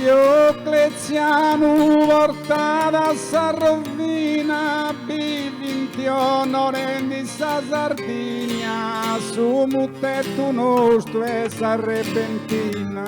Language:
Sardinian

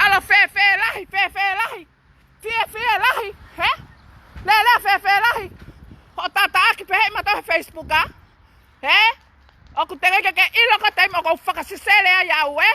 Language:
Tongan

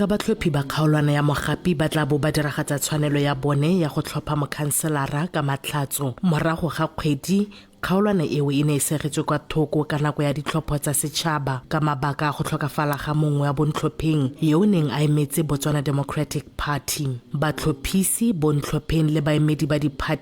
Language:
Tswana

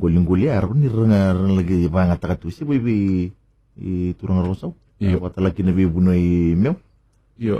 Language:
Fijian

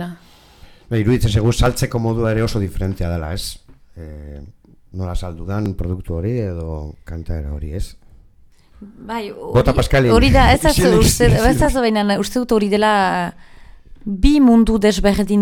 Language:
Basque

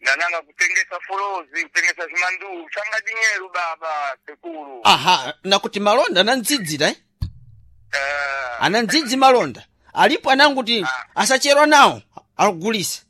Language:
Sena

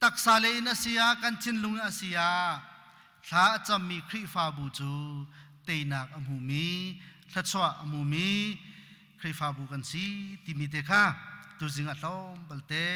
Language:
Hakha Chin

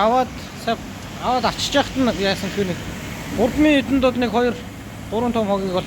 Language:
Mongolian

